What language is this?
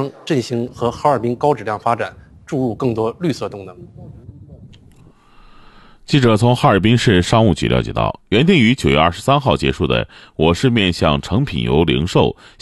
Chinese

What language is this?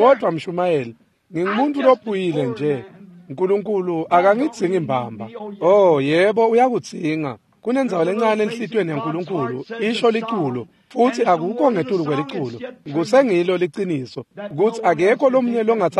Swati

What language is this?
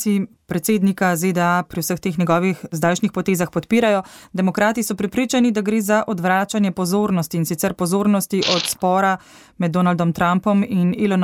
Slovenian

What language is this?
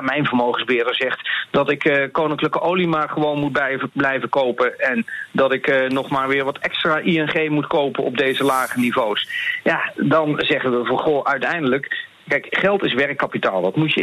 Dutch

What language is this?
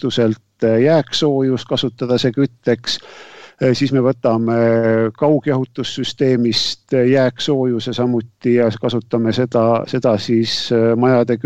Estonian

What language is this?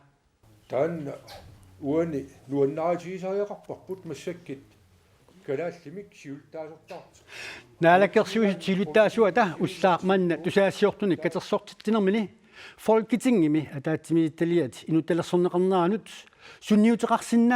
Kalaallisut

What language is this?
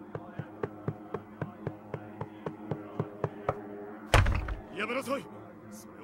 Japanese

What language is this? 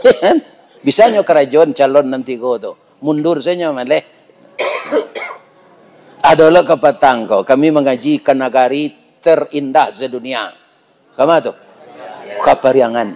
Minangkabau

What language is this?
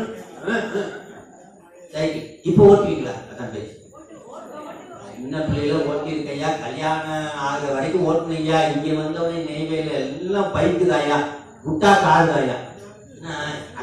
Tamil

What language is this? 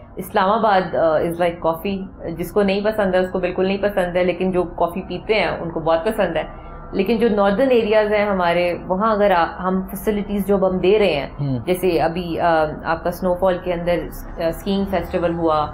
Urdu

